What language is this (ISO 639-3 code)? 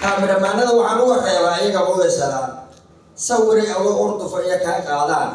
som